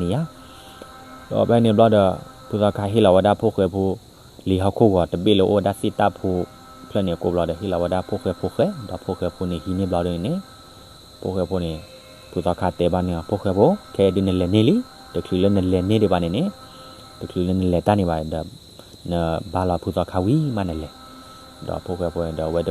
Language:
S'gaw Karen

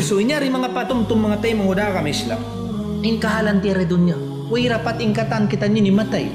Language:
Tausug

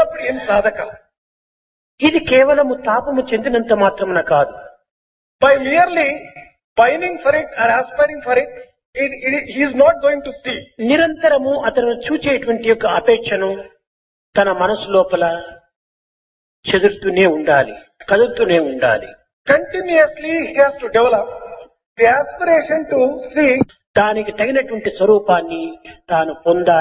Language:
Telugu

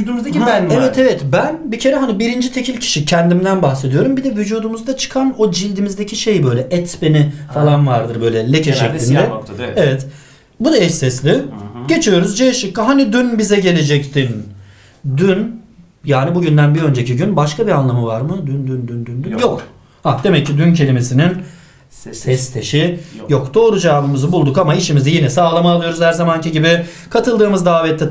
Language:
Turkish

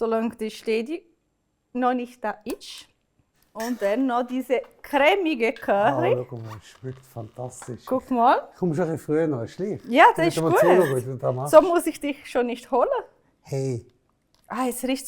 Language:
Swiss German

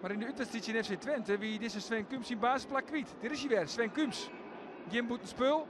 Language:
Western Frisian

